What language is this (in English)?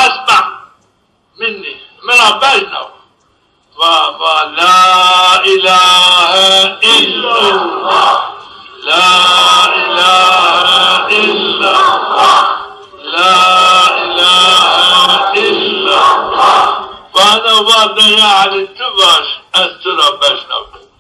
Zaza